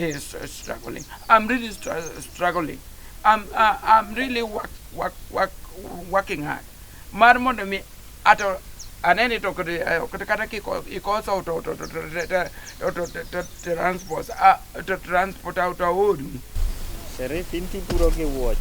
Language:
Luo (Kenya and Tanzania)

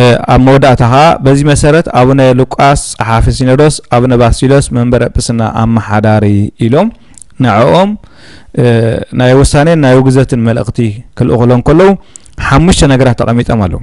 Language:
Tigrinya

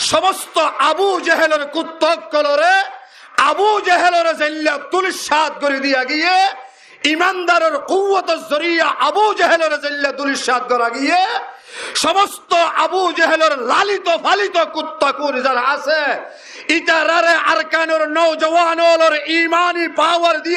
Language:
Rohingya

